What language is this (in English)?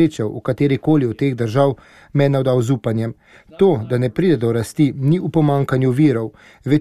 Slovenian